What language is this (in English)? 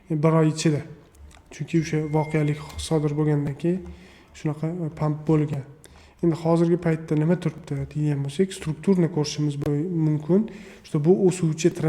Uzbek